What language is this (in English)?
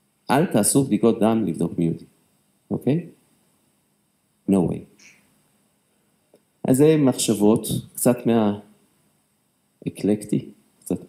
Hebrew